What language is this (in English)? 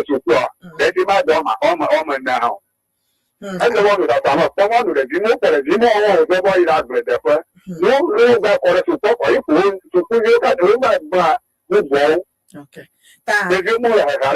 Ewe